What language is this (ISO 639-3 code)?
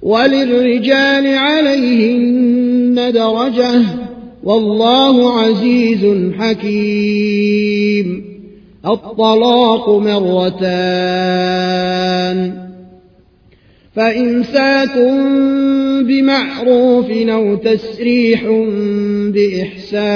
ara